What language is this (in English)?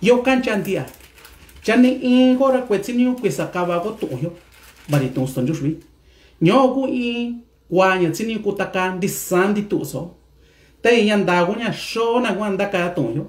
Mixtepec Mixtec